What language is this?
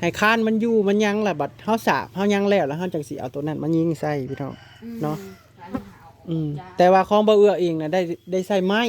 Northeastern Thai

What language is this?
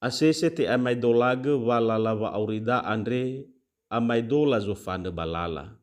Nias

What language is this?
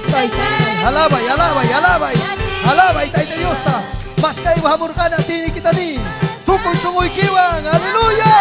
Ayacucho Quechua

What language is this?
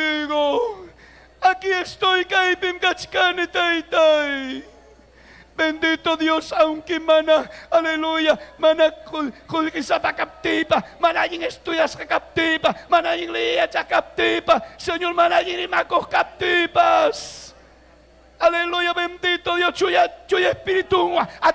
Ayacucho Quechua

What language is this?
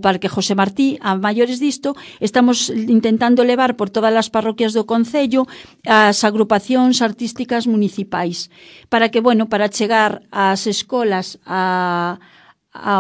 Galician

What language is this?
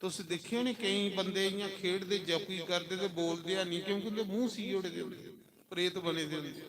Dogri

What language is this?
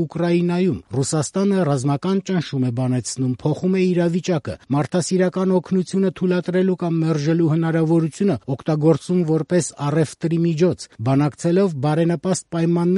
Armenian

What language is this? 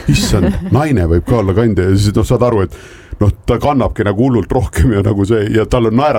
Estonian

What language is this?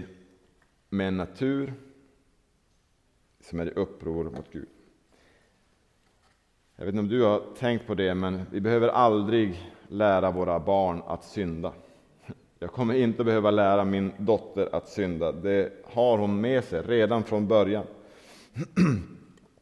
Swedish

